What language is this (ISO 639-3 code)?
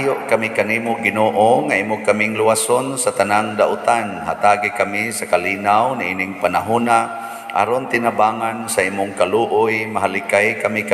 ceb